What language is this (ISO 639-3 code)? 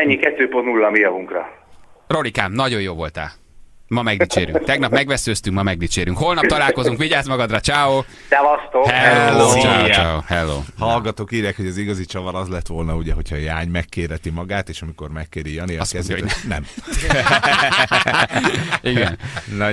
hun